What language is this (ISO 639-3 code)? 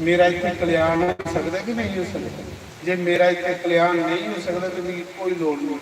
doi